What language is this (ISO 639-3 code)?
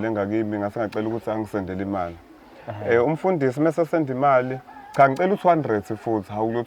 zul